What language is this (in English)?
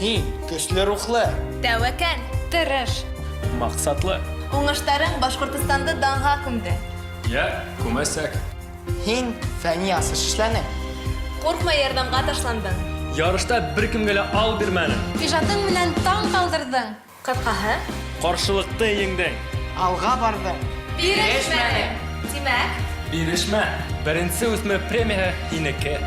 Bashkir